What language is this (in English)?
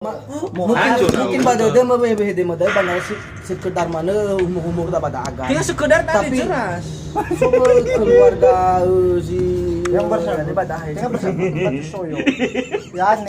Nias